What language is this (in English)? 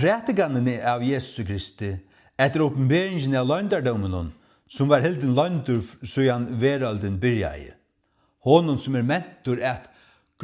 Faroese